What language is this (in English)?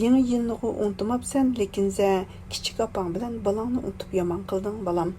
Uyghur